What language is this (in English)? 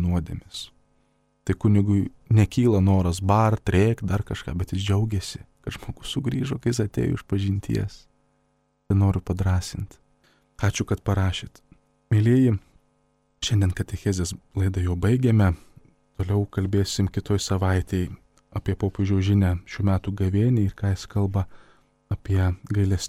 Lithuanian